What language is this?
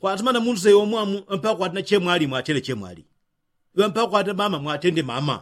Yao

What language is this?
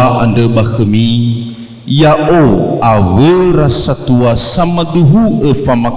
Nias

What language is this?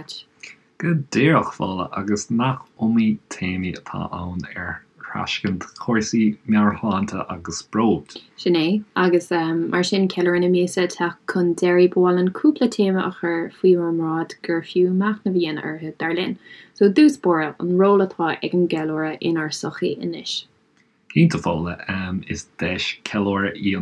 Irish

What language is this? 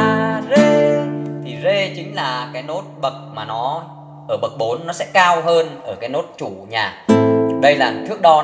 Vietnamese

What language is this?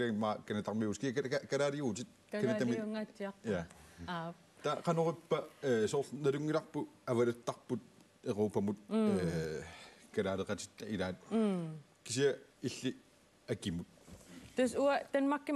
Kalaallisut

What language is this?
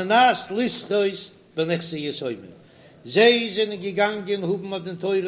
Yiddish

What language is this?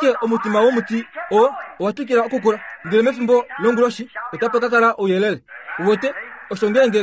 Kuanyama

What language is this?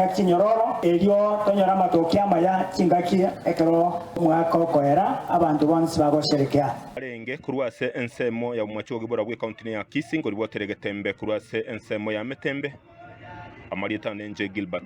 Gusii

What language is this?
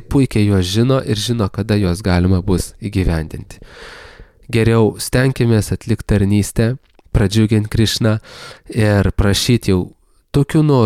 Lithuanian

